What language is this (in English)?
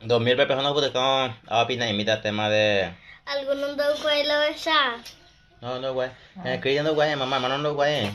Guarani